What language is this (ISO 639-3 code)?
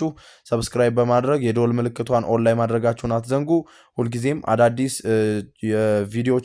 amh